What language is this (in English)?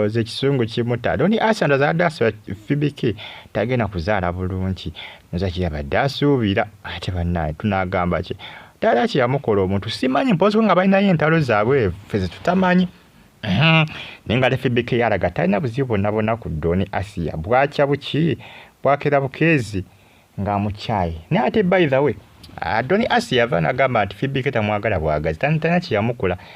Ganda